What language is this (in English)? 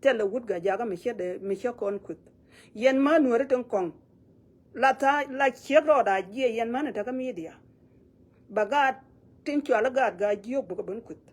Nuer